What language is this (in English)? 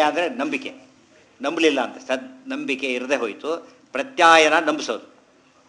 Kannada